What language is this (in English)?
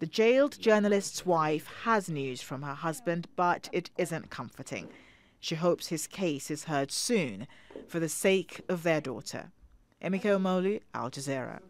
English